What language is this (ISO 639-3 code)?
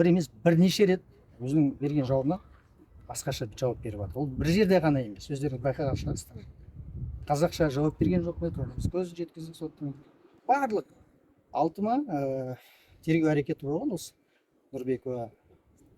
kaz